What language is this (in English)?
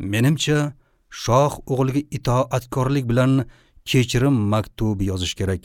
Uzbek